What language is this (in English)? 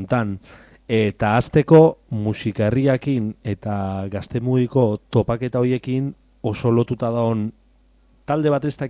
Basque